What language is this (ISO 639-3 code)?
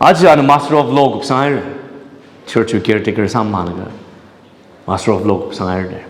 nmf